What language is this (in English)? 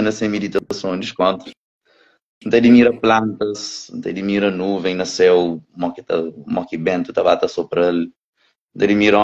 Kabuverdianu